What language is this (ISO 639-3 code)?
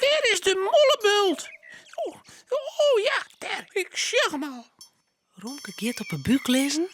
fry